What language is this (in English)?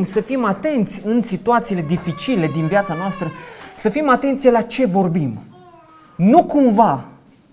Romanian